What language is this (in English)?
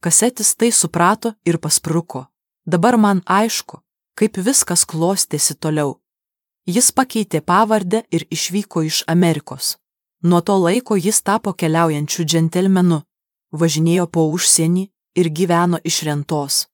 Lithuanian